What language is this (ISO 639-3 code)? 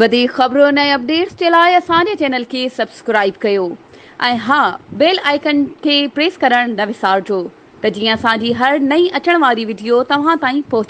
snd